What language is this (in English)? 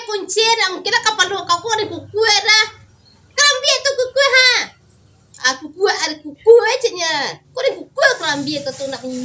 Minangkabau